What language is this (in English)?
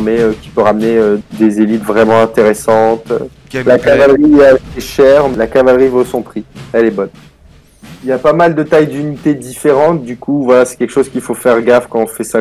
French